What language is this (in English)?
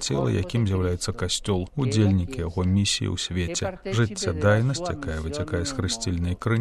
Belarusian